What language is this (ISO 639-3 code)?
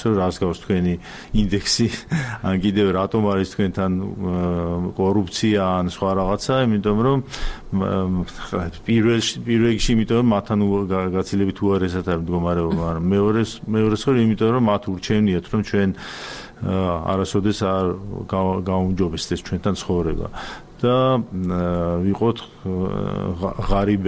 kat